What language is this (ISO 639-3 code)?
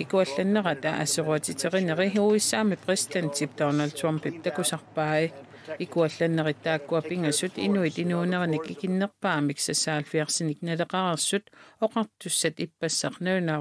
kal